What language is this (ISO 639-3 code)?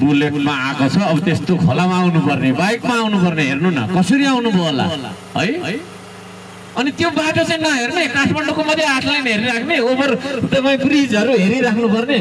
nep